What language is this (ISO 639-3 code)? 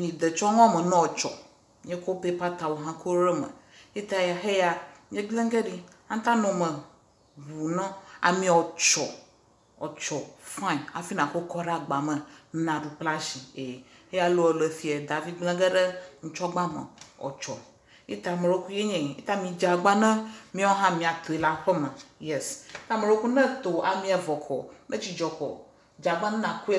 ewe